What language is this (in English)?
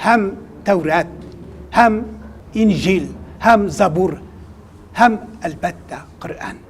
Tatar